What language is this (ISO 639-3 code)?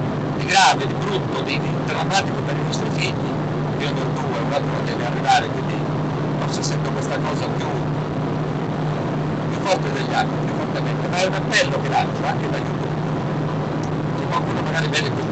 ita